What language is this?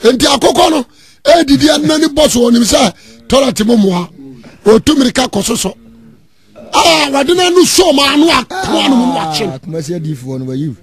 Akan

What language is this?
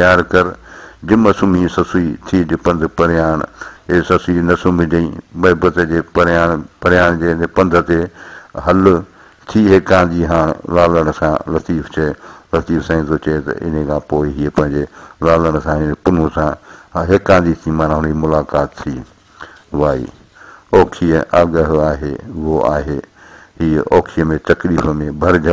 Sindhi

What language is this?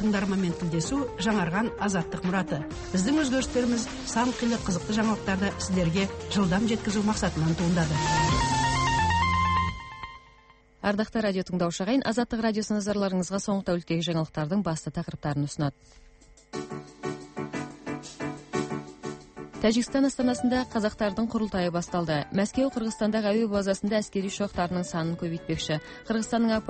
Kazakh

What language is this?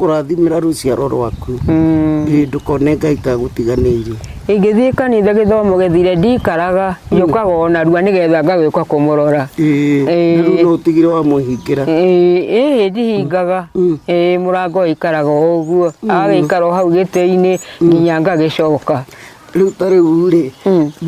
Kikuyu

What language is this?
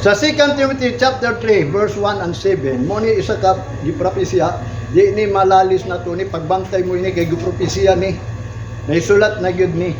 Cebuano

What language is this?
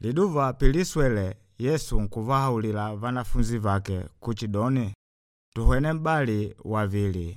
Makonde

